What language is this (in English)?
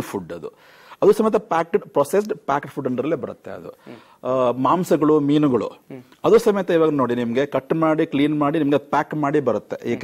Kannada